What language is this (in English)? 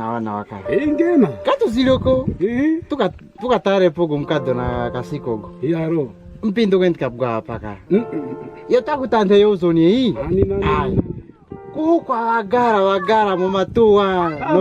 Kwangali